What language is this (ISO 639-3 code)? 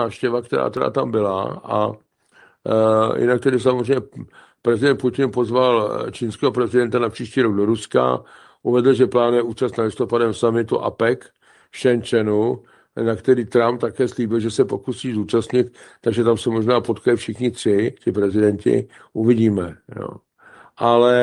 ces